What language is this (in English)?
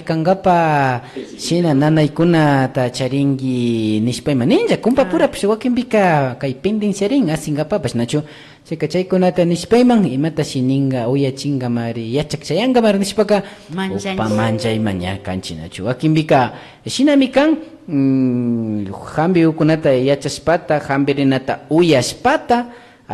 Imbabura Highland Quichua